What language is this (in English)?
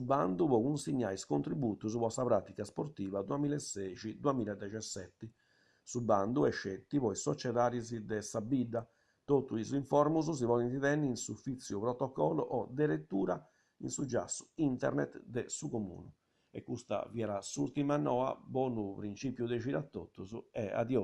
Sardinian